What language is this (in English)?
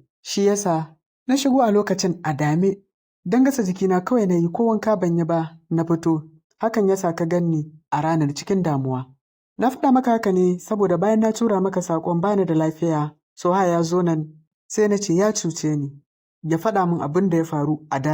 Hausa